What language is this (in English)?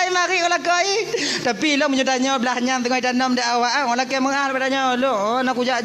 Achinese